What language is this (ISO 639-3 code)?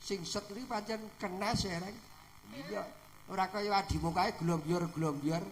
jav